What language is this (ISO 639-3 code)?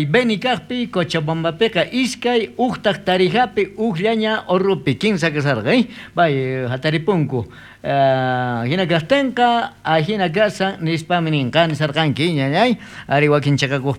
quh